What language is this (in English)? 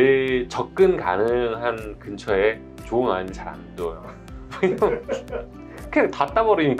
Korean